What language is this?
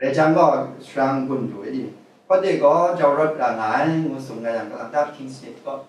Kachin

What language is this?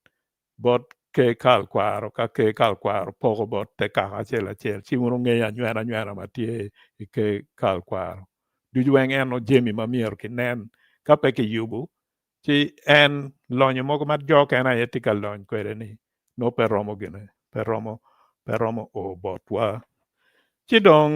Acoli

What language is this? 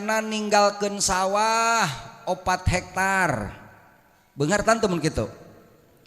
Sundanese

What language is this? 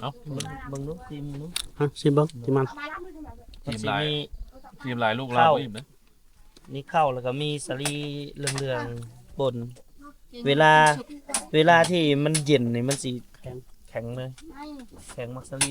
Lao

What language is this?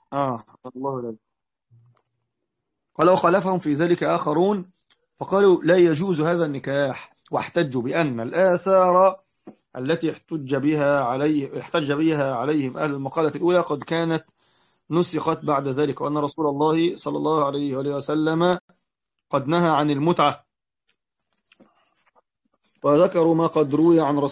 Arabic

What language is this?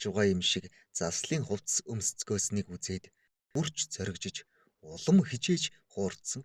Mongolian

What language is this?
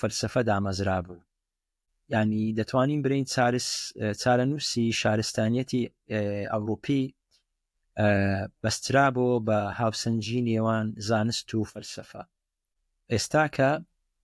Central Kurdish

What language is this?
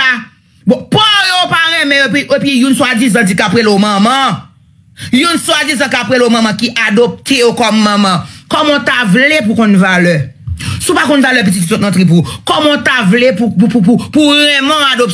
Haitian Creole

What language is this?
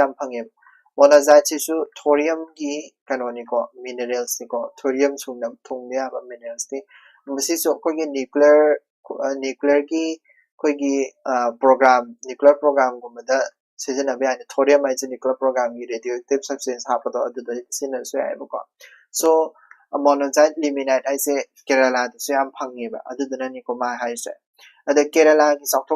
Manipuri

